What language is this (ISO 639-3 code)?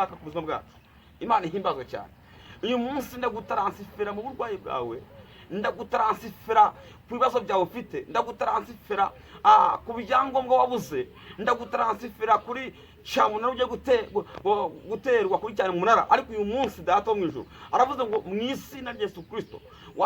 kin